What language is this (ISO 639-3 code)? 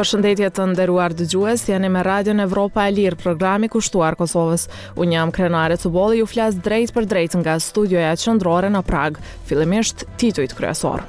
sqi